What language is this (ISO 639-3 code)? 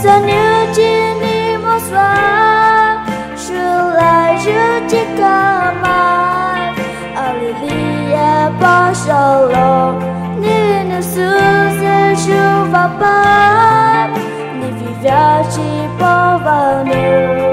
pmx